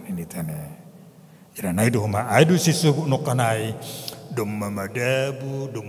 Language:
Batak Simalungun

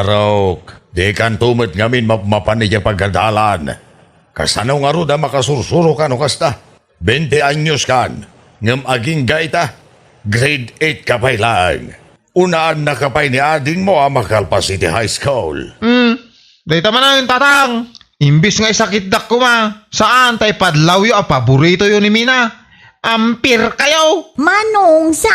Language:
Iloko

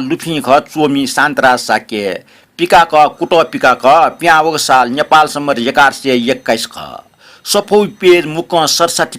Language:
Newari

